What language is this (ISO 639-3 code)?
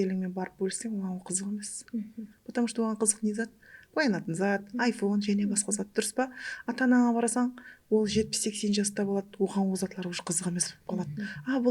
kaa